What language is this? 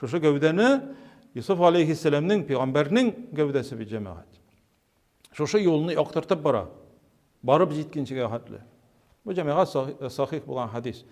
Tatar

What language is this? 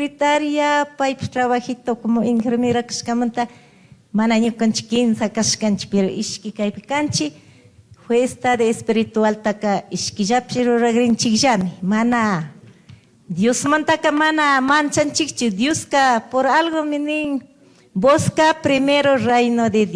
Chimborazo Highland Quichua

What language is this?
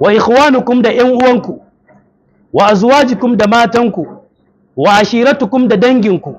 Hausa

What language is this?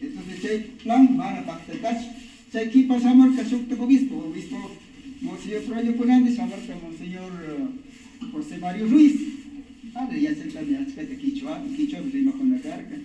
Imbabura Highland Quichua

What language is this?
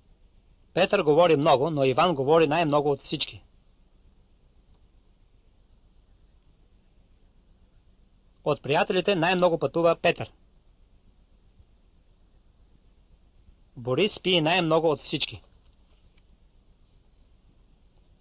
Bulgarian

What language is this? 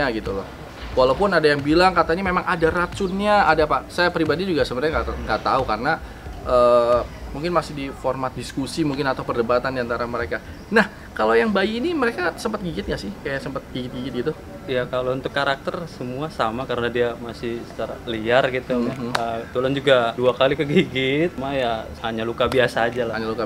Indonesian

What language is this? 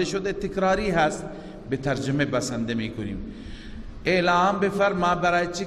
Persian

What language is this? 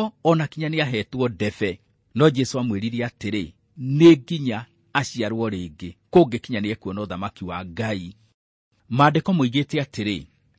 Kikuyu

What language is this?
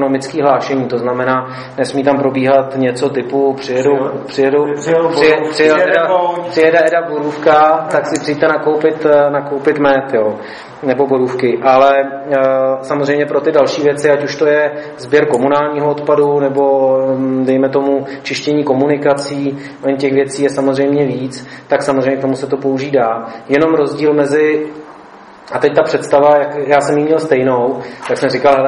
Czech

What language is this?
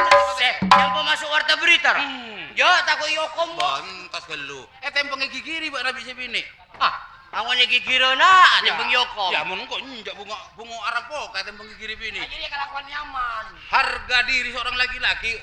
Madurese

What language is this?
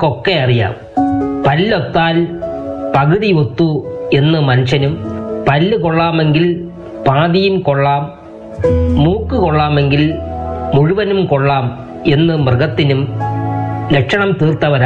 Malayalam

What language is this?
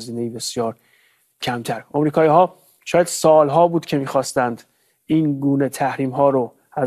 Persian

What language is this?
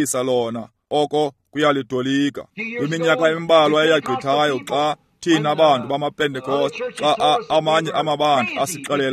Xhosa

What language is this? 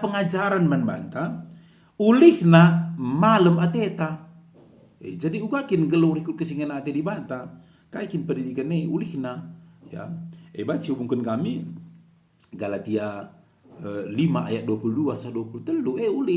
Batak Karo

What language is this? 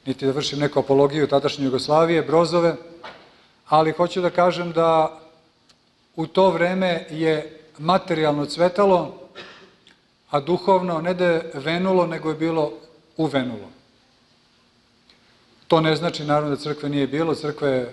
Serbian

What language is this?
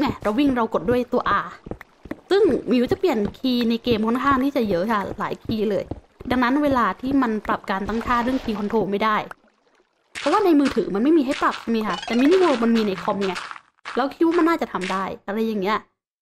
Thai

